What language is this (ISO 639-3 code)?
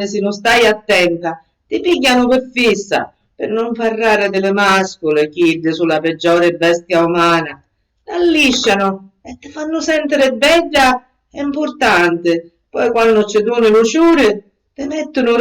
scn